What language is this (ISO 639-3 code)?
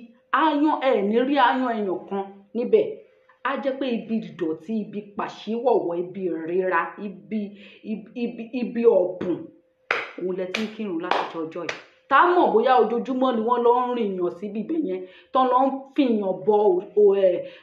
yor